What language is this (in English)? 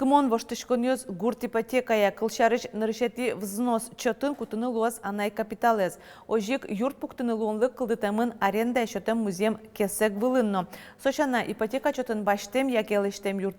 Udmurt